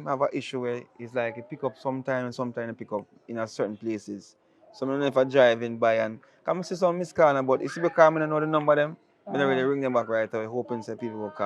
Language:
Jamaican Creole English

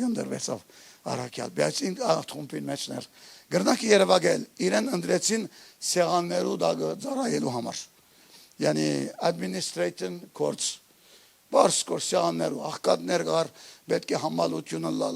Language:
Western Armenian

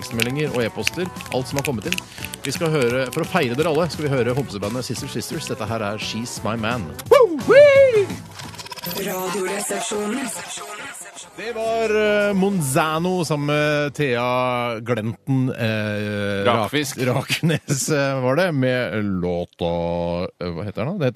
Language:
Norwegian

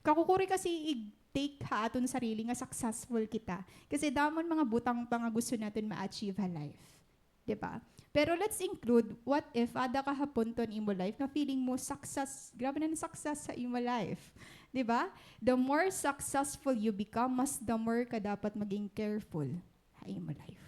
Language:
Waray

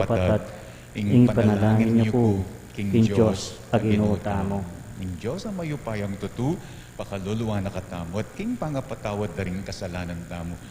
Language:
Pampanga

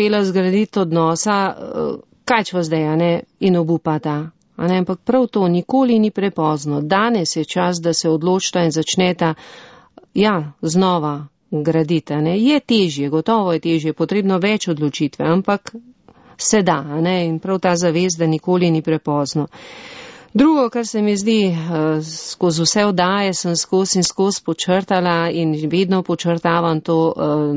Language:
Slovenian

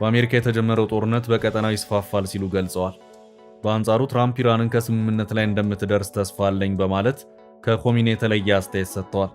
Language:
Amharic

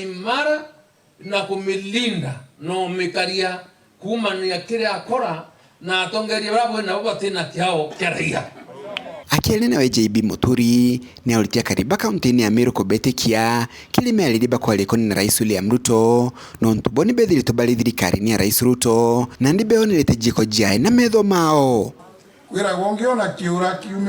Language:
Meru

